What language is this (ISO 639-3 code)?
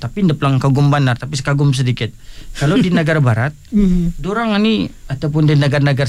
msa